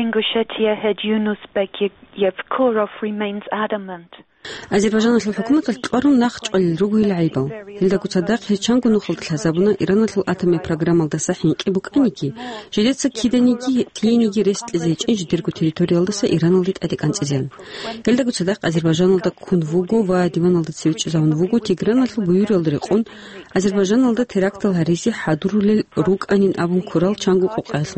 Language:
Avaric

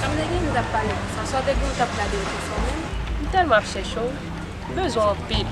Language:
Haitian Creole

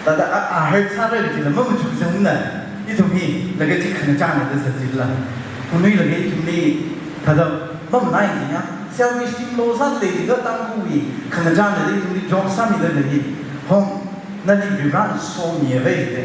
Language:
Tangkhul Naga (India)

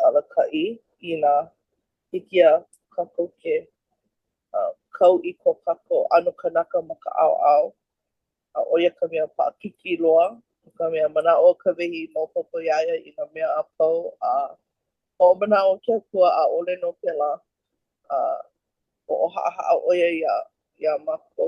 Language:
Hawaiian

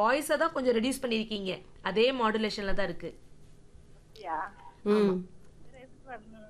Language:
Tamil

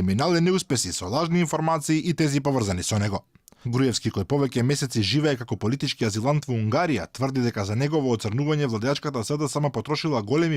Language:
Macedonian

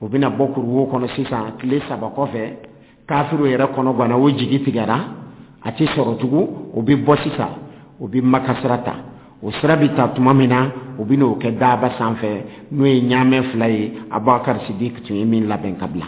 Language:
Dyula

